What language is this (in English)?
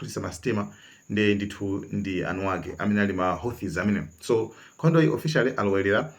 Nyanja